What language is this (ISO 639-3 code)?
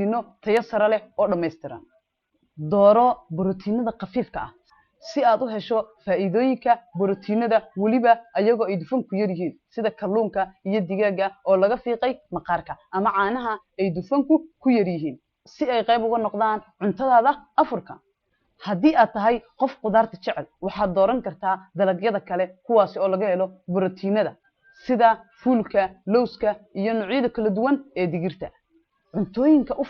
som